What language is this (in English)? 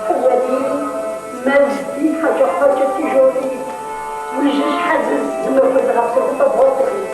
Kabardian